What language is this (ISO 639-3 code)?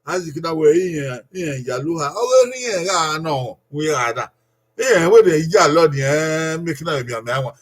bin